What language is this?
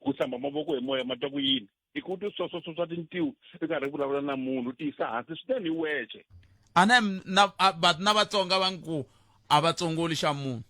Tsonga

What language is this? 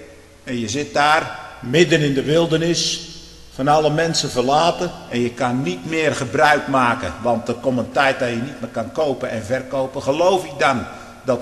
Dutch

